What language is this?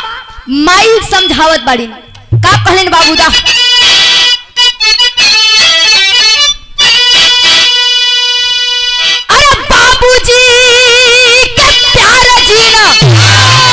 Bhojpuri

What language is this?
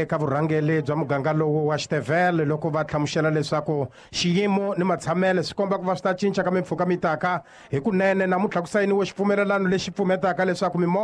Tsonga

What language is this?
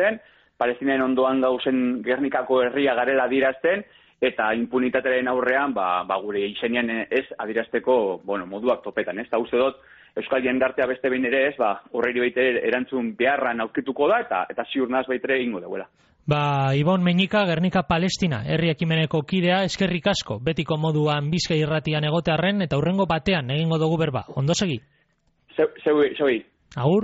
Basque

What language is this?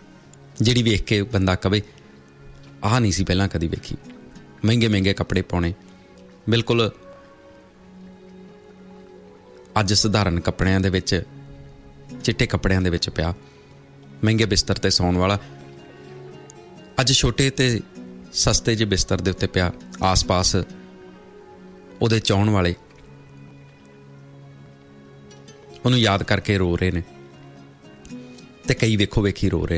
Punjabi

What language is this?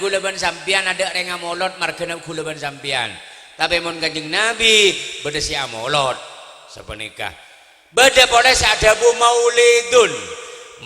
Madurese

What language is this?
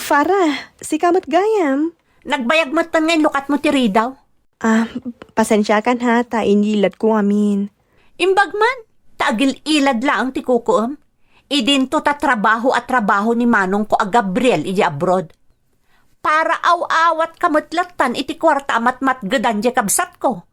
Iloko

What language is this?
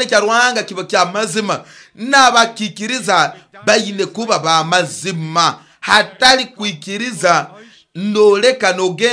Nyoro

